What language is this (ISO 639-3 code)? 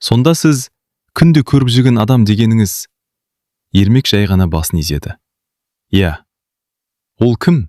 kaz